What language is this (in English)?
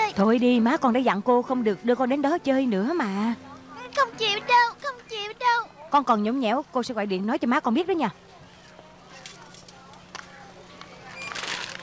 Vietnamese